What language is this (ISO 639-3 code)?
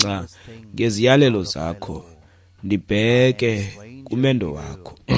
xho